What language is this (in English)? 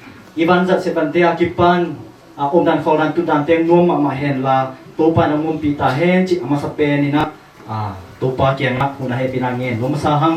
Tedim Chin